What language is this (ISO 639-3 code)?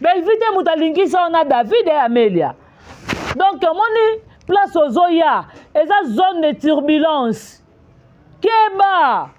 lin